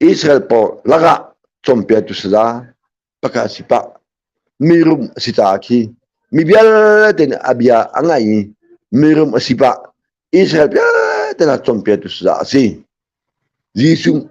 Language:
Hakha Chin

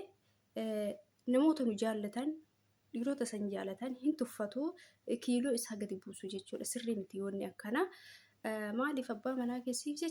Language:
Oromo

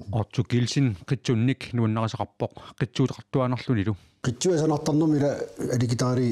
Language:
Kalaallisut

